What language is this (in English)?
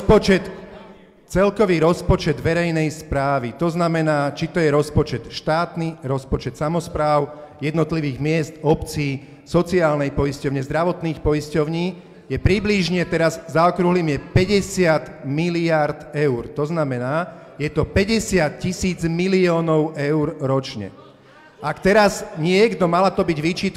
Slovak